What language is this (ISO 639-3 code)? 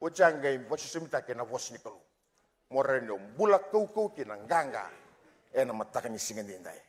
fij